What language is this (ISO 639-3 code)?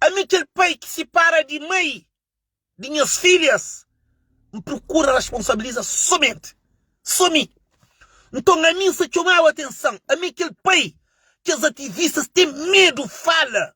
kea